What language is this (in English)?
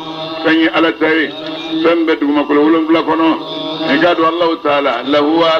Bambara